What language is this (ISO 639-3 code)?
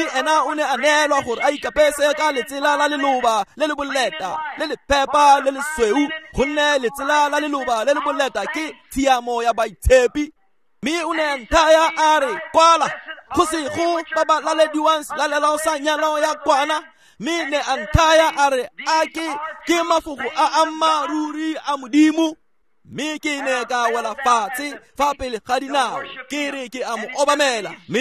tsn